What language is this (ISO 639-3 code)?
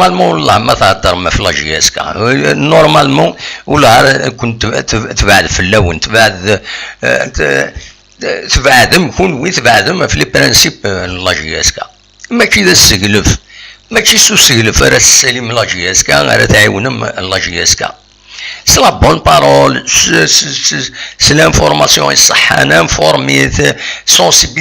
kab